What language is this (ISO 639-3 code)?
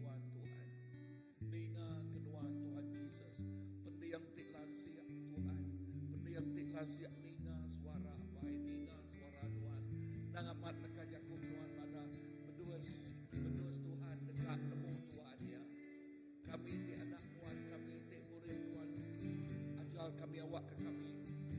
iba